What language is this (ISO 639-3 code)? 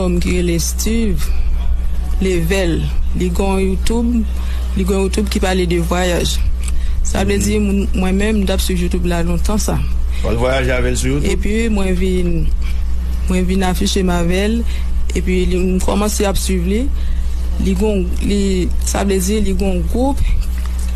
hat